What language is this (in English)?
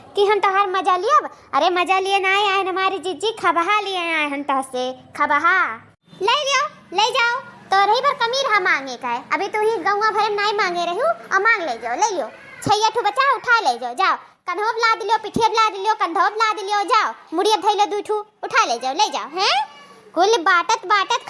Awadhi